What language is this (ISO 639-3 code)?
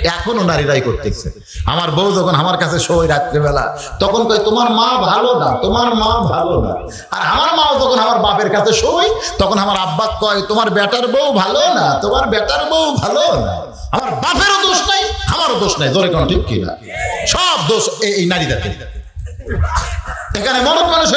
ben